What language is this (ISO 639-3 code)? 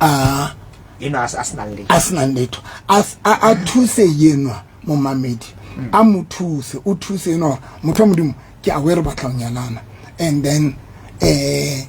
sot